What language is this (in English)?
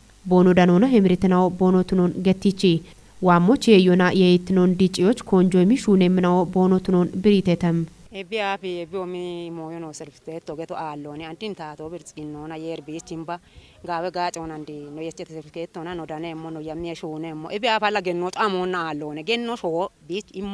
Kafa